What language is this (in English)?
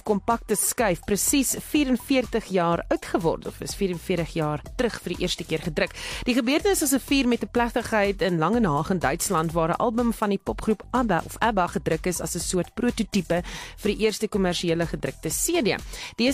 Afrikaans